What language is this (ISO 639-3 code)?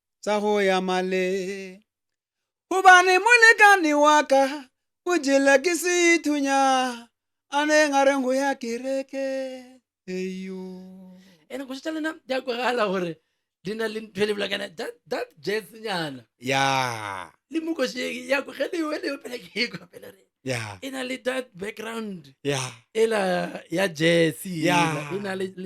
nso